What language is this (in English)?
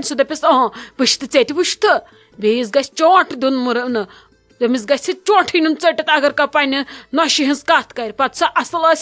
Kashmiri